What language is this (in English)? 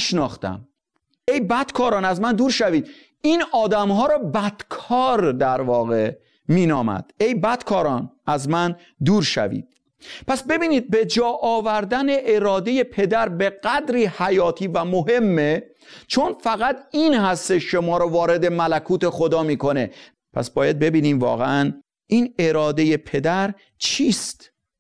Persian